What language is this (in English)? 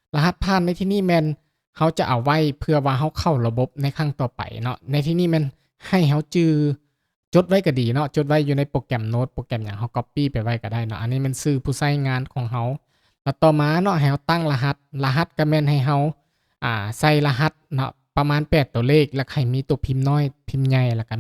Lao